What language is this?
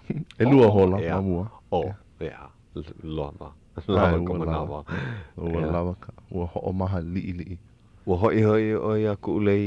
Hawaiian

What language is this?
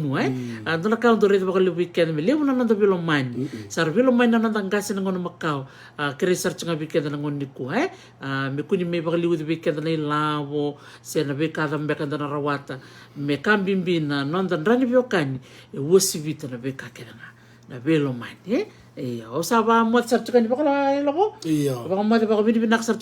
Fijian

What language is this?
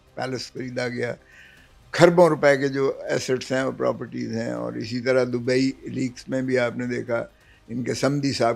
Urdu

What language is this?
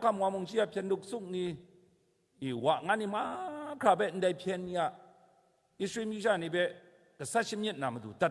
Kachin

